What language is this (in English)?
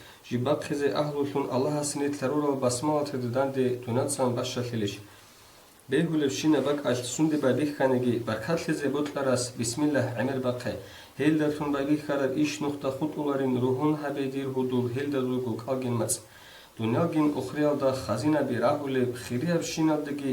Avaric